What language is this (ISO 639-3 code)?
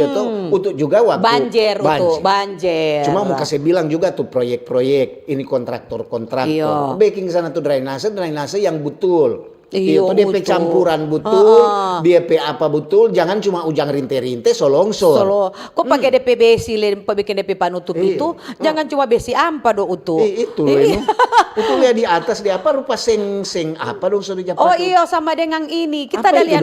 xmm